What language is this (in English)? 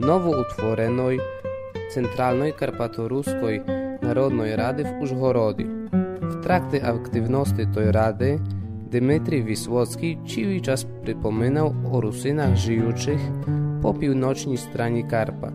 Rusyn